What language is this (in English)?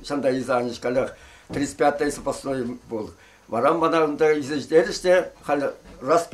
Chuvash